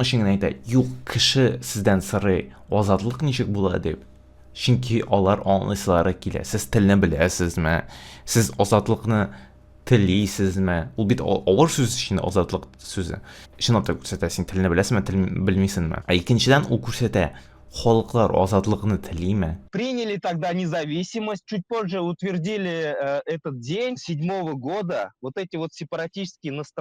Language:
Tatar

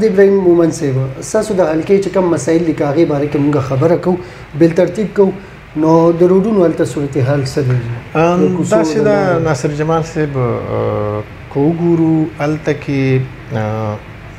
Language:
Pashto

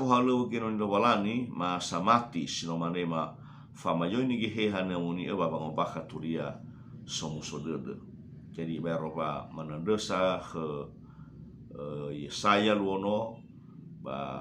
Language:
Nias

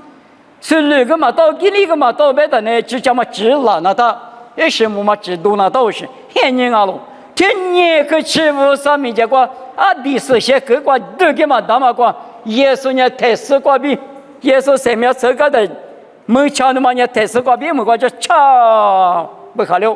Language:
Lisu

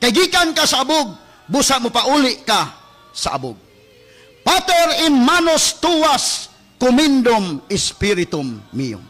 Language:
Cebuano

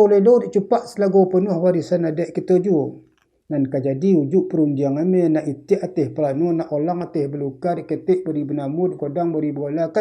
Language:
Minangkabau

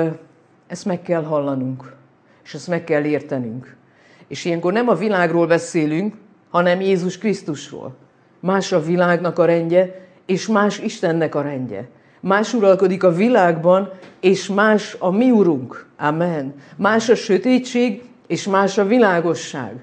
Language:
Hungarian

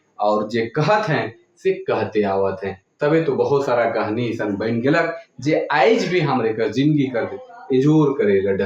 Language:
Sadri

